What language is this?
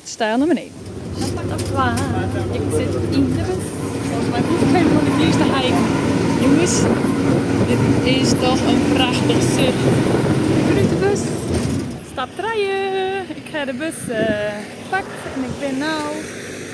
Western Frisian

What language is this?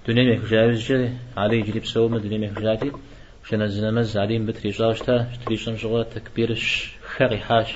Kabardian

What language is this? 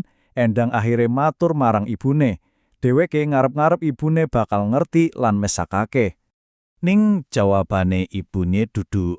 Javanese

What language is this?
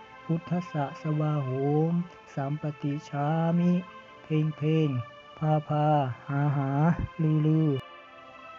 Pali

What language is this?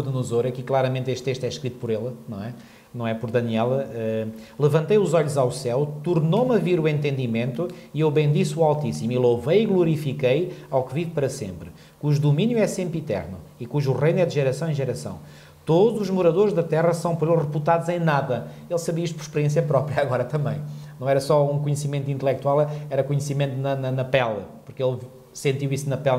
Portuguese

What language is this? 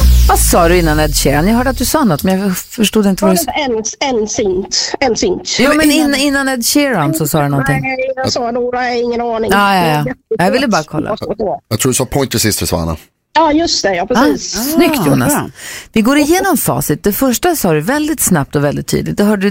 Swedish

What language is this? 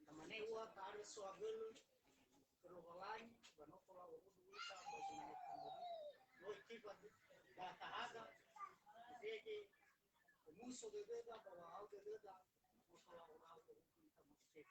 Nias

